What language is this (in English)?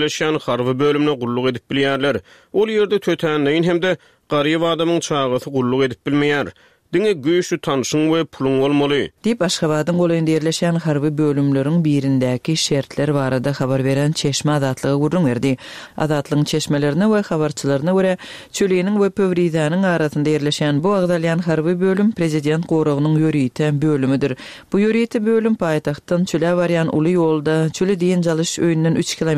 Turkmen